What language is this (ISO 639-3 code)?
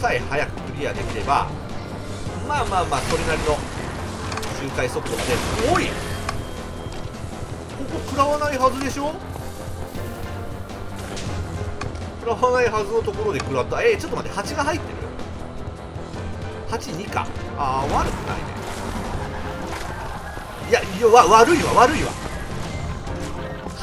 jpn